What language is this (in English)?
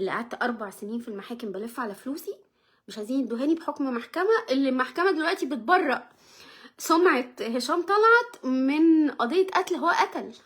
Egyptian Arabic